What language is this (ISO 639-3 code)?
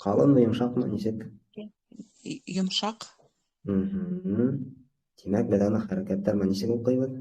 bak